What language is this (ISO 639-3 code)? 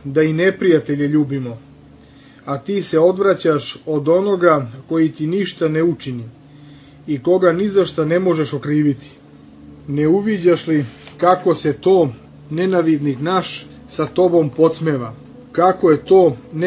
srp